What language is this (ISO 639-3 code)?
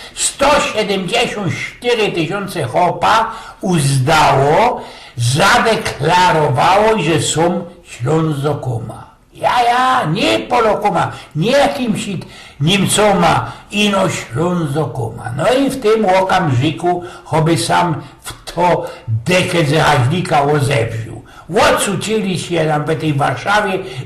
szl